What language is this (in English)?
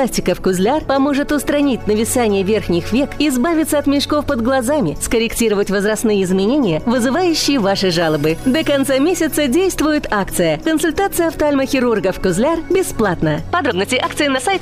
Russian